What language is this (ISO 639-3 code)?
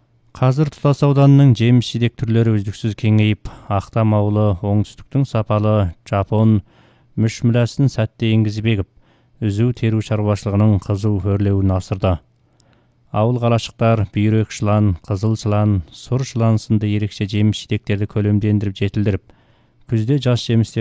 kaz